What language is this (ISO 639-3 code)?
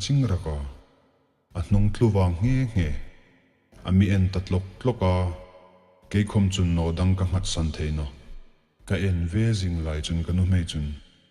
hmr